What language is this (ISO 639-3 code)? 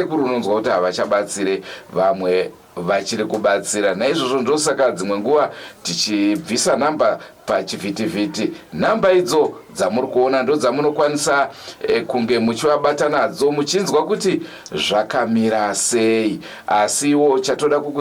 sna